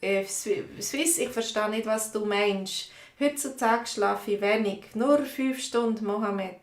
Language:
Swiss German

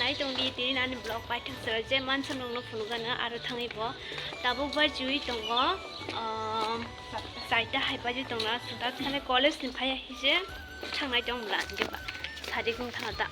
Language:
Kok Borok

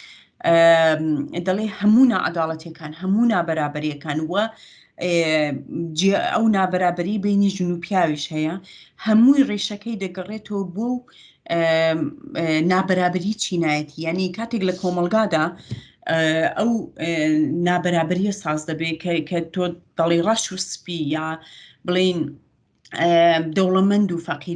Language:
Central Kurdish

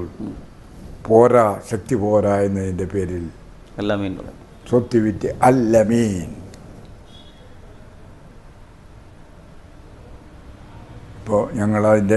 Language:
Malayalam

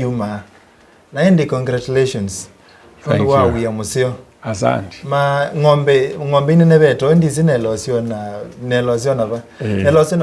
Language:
Kamba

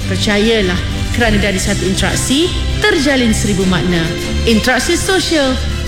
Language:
Malay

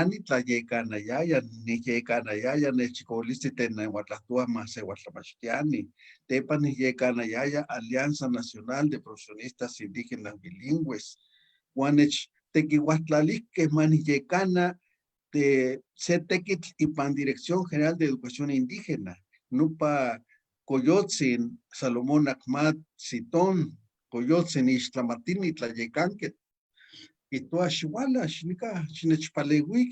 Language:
Eastern Huasteca Nahuatl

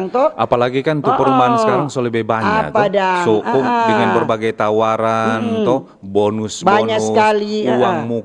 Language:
Manado Malay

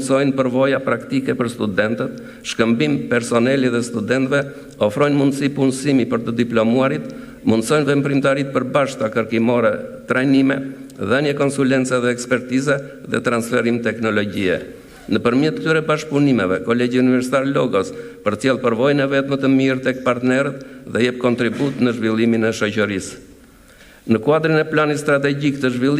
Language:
Albanian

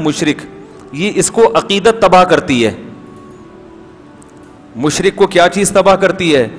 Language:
Urdu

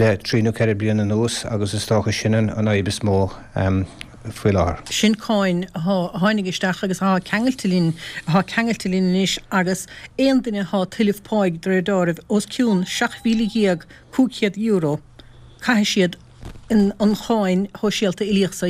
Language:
Irish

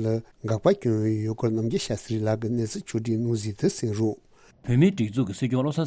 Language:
Tibetan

